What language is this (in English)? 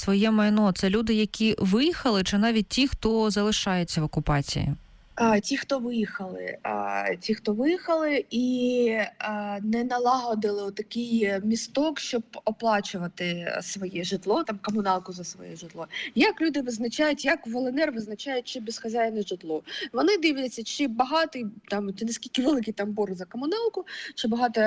Ukrainian